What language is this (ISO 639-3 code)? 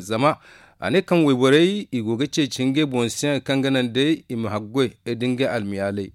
dje